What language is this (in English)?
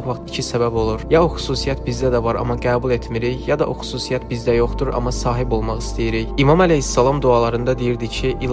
Azerbaijani